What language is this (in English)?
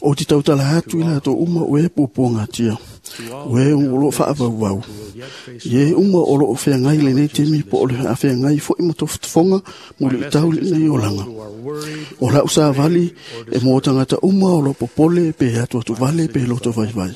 Samoan